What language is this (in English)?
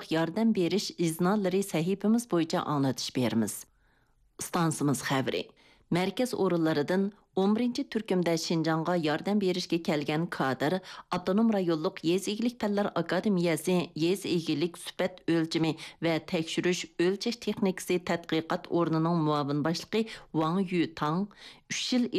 Uyghur